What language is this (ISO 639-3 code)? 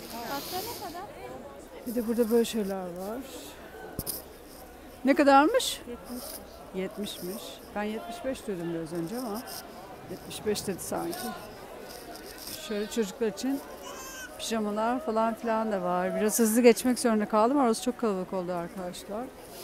tur